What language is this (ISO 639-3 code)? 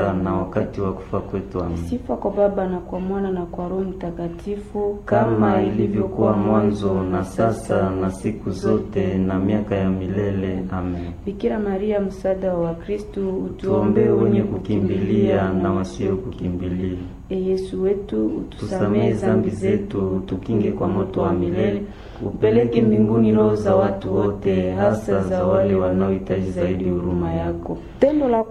swa